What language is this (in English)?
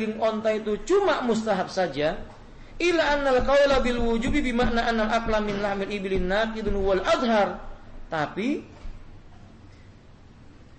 Indonesian